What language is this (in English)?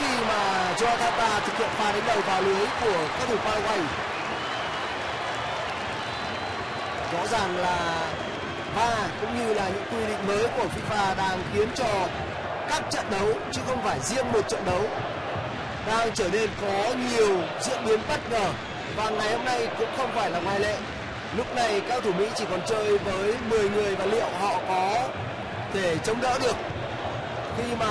Vietnamese